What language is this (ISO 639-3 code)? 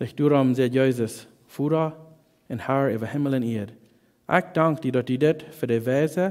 pdt